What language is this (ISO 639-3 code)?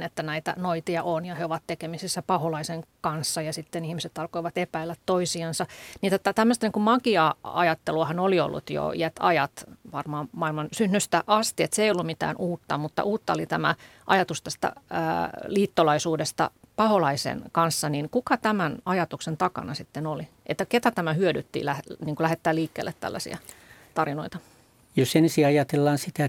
fin